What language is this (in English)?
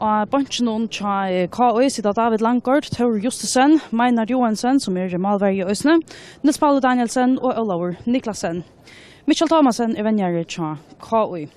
Faroese